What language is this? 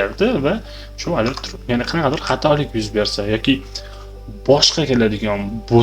Uzbek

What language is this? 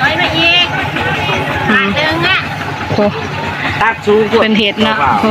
Northeastern Thai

